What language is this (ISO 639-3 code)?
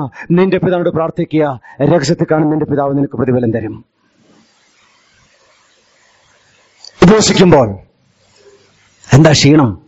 mal